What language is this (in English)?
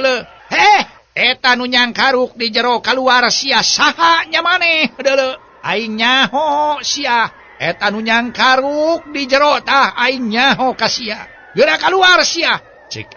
Sundanese